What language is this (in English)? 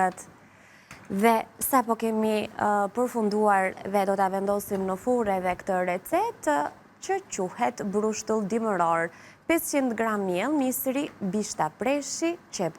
Albanian